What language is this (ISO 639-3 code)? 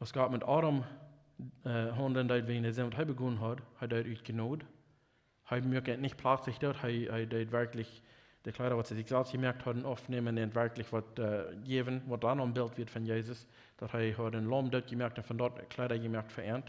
pdt